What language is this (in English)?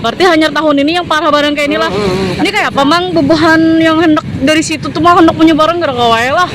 Banjar